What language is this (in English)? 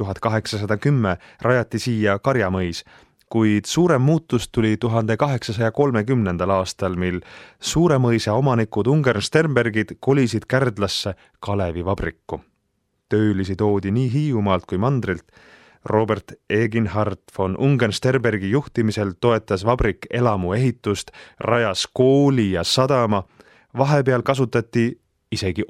Estonian